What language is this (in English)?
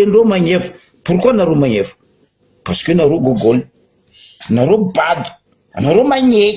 Malagasy